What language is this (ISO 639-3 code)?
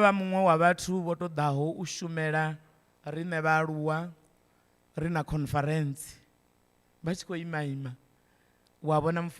ven